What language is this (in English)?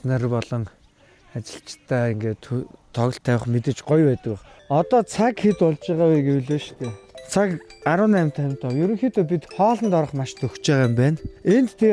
Mongolian